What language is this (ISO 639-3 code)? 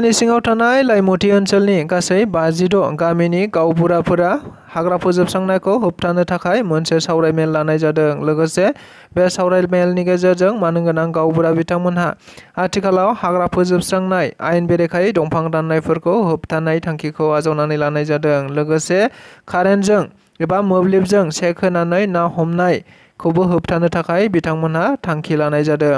brx